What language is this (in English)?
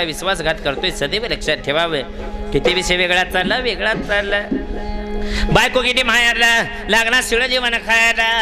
Marathi